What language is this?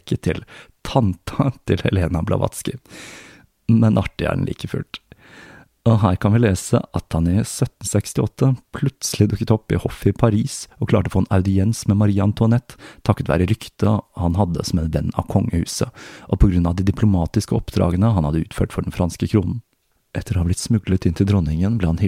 Norwegian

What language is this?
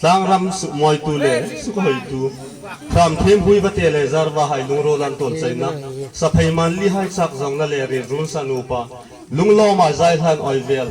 Hmar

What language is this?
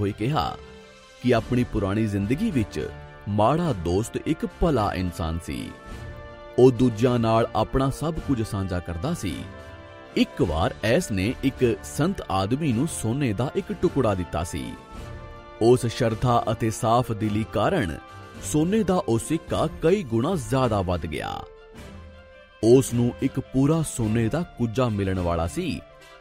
Punjabi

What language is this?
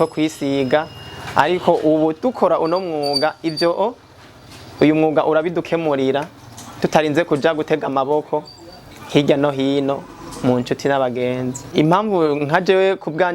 Rundi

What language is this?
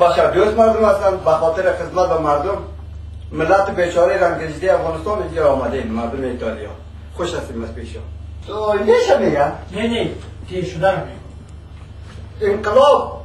Persian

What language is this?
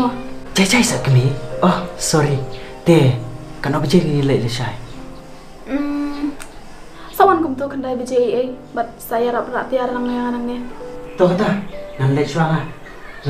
Khasi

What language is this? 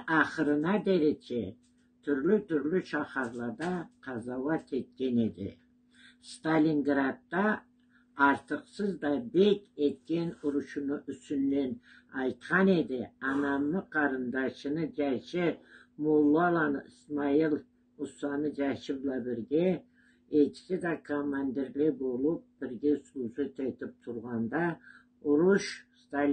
Karachay-Balkar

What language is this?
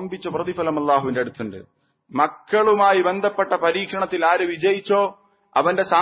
Malayalam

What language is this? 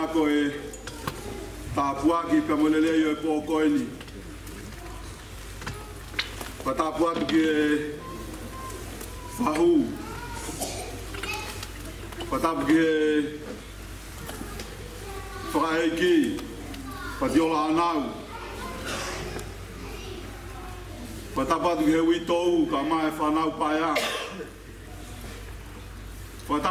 Tongan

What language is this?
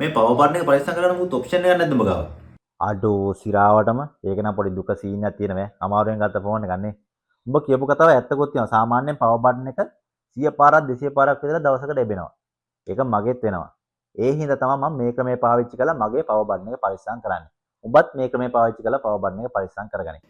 Sinhala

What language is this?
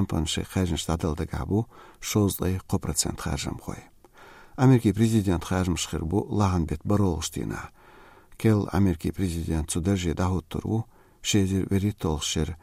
Chechen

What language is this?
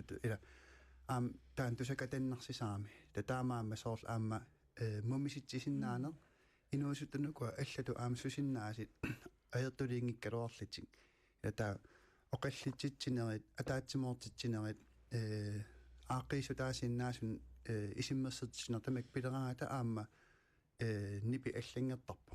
Kalaallisut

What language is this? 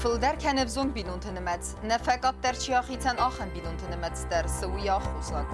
Ossetic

